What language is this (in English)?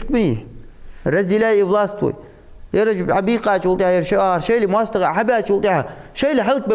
Ingush